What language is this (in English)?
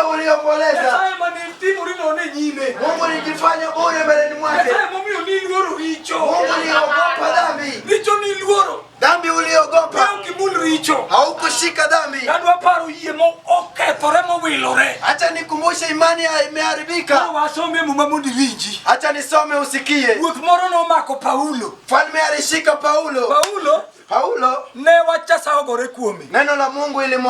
Luo (Kenya and Tanzania)